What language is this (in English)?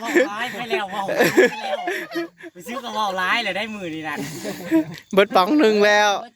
Northeastern Thai